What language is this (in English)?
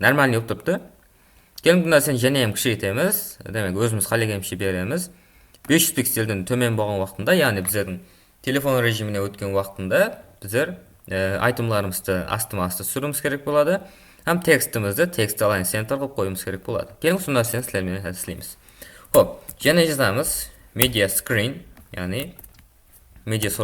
Kara-Kalpak